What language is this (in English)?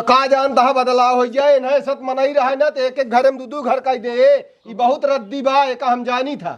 Awadhi